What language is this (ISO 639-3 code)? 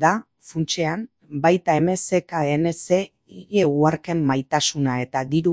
eus